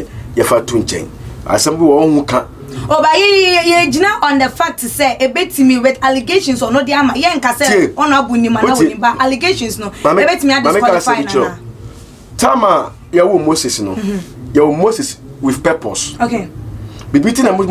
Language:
Akan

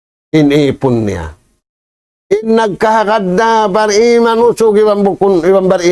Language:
Tausug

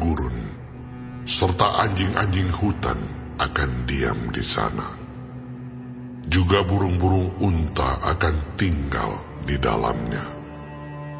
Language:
Indonesian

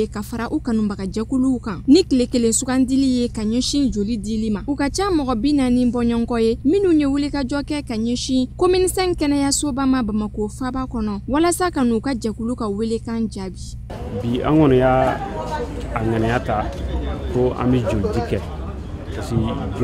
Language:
Bambara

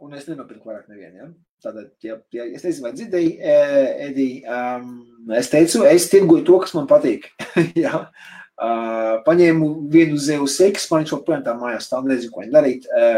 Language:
Latvian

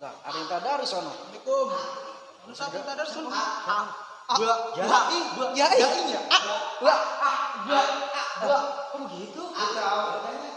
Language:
Betawi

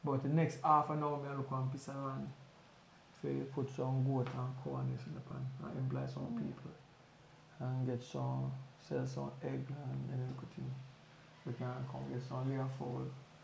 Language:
Jamaican Creole English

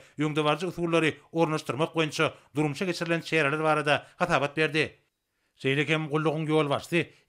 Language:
Turkmen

